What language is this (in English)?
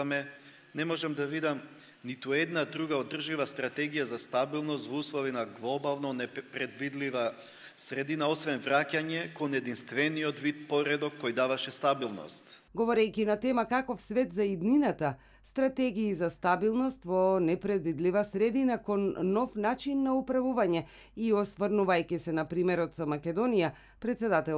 Macedonian